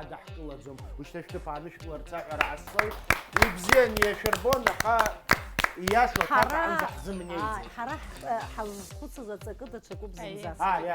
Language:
Abkhazian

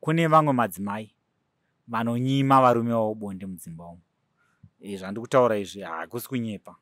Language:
Shona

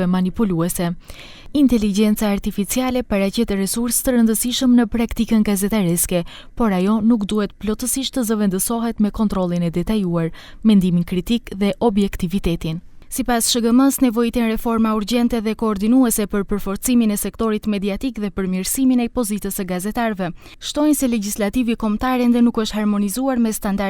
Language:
Albanian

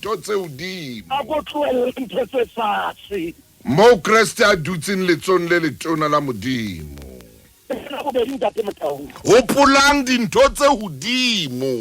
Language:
Southern Sotho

